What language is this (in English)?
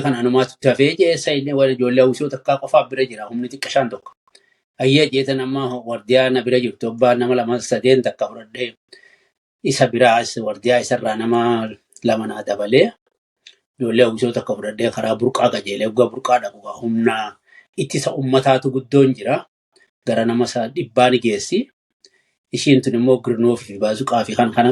Oromo